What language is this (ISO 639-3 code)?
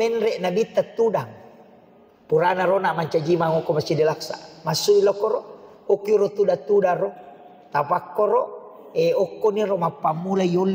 bug